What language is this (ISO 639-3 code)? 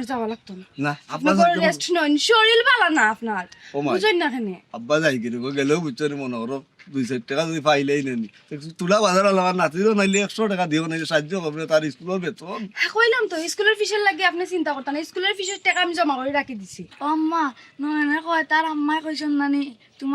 syl